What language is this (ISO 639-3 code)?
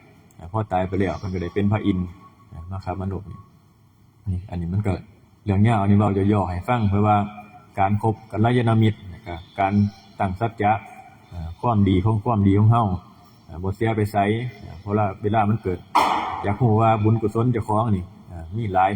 tts